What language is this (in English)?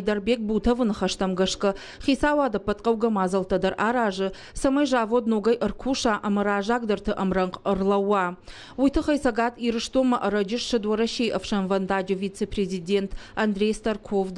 Ossetic